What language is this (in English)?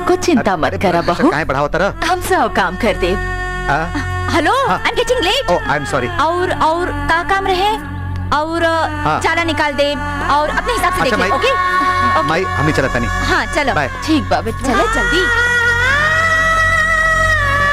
Bhojpuri